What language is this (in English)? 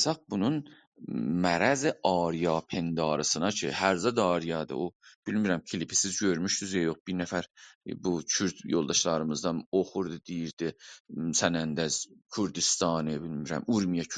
South Azerbaijani